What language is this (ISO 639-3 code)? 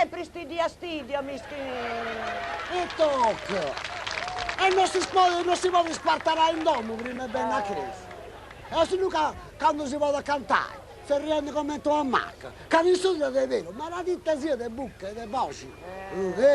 srd